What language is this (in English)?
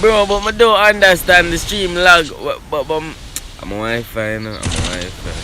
Jamaican Creole English